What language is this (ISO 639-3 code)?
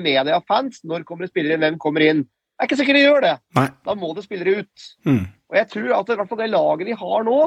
nor